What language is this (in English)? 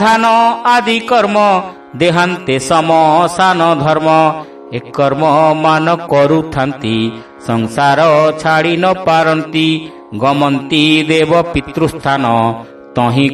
Odia